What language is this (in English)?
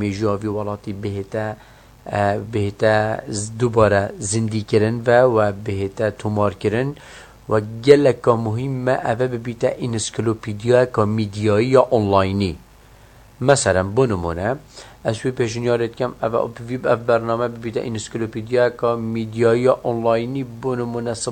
Kurdish